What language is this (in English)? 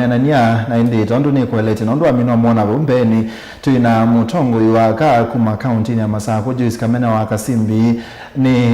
Kamba